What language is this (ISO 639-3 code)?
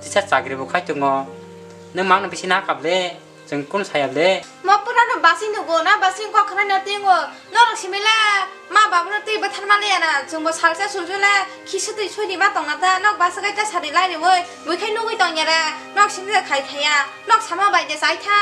trp